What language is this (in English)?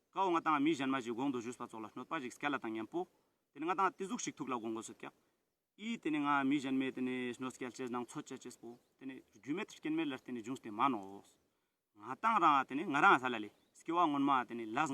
Ladakhi